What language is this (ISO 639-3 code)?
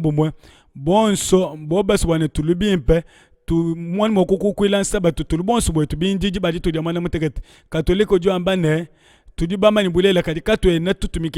lua